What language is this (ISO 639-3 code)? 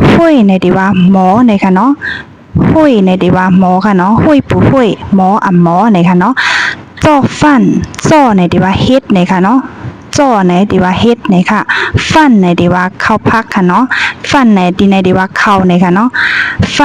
shn